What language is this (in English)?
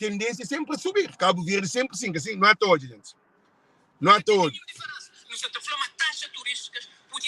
Kabuverdianu